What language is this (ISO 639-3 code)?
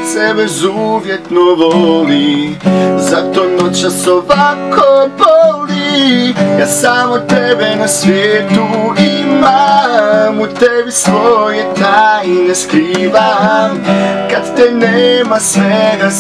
hrv